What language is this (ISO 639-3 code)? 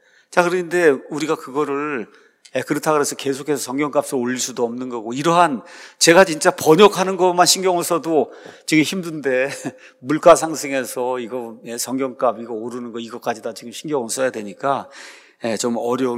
kor